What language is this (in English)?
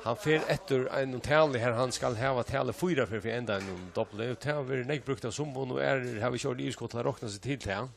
Faroese